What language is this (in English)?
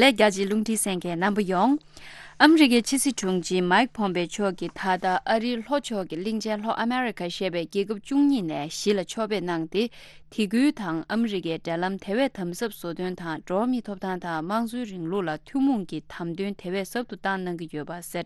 Tibetan